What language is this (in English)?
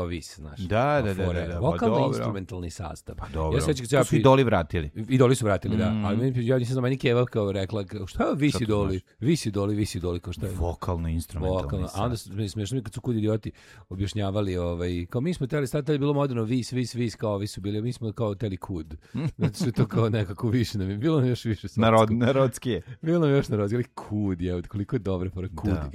Serbian